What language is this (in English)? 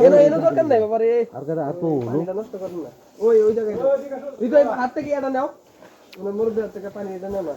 Sylheti